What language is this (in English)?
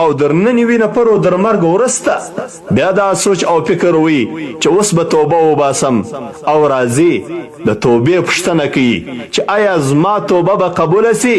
Pashto